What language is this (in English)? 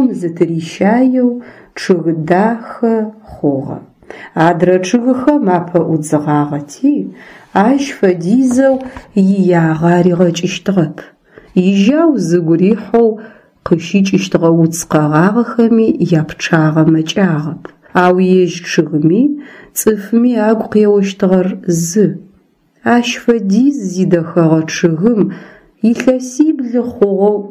Adyghe